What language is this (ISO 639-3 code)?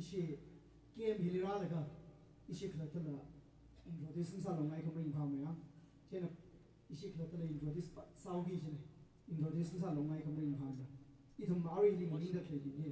nmf